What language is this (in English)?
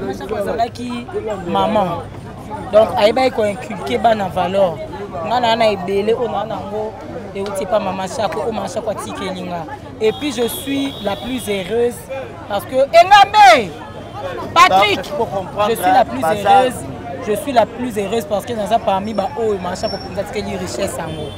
Lingala